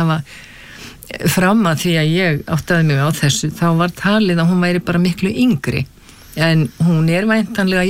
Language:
Icelandic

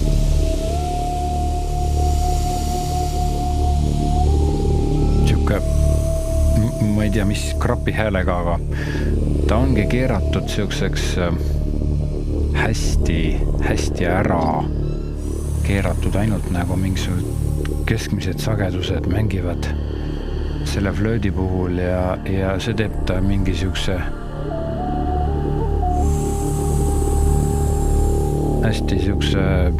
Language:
Estonian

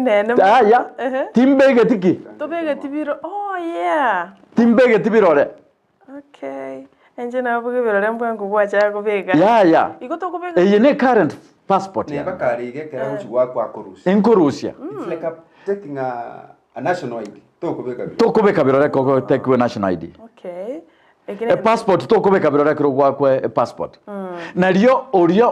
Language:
Gusii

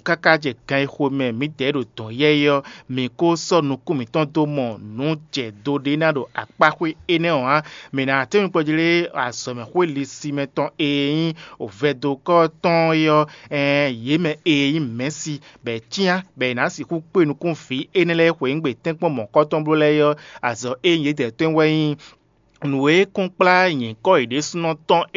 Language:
Fon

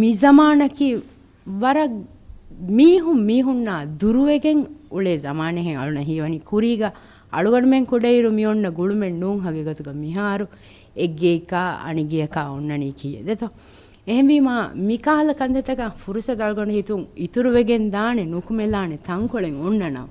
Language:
Divehi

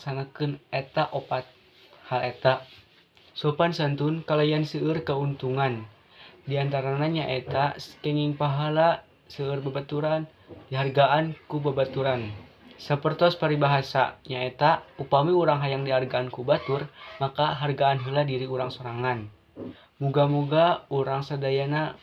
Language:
Sundanese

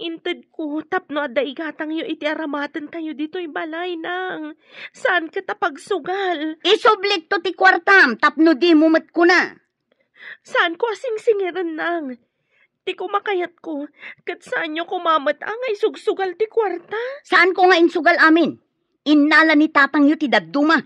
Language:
Iloko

